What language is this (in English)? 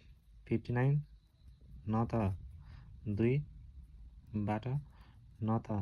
Nepali